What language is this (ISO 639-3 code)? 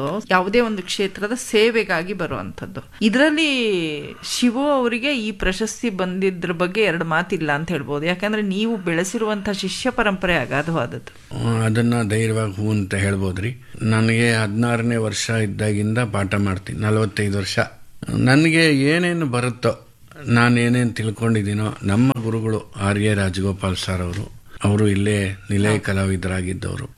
kan